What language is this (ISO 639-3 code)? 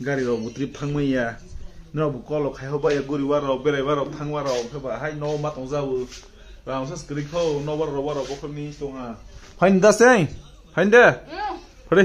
trp